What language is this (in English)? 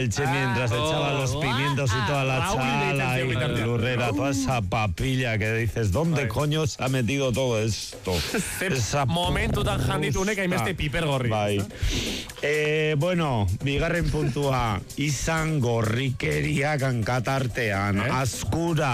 Basque